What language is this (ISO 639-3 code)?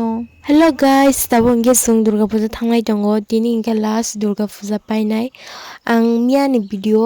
trp